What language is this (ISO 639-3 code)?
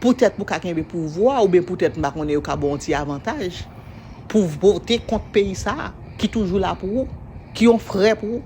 hat